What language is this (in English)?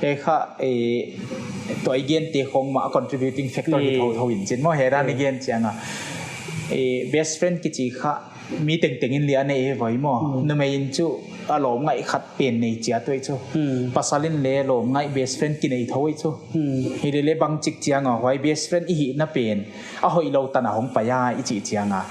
Paite Chin